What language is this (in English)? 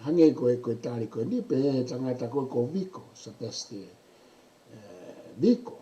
Tongan